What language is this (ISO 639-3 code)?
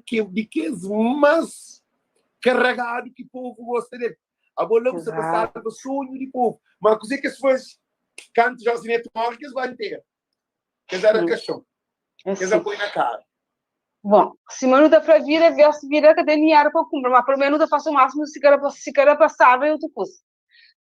kea